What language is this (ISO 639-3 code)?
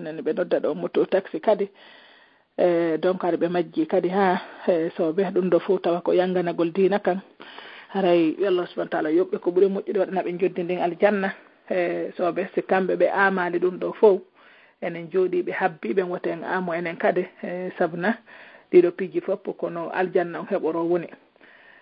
fuf